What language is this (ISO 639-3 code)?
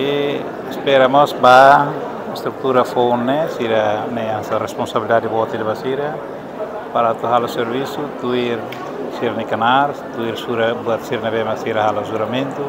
tet